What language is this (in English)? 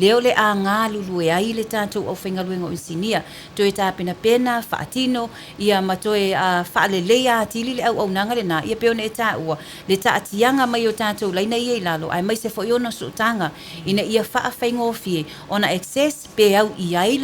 Samoan